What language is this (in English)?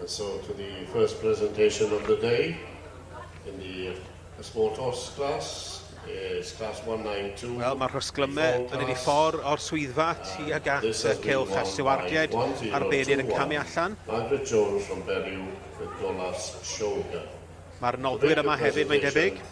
Welsh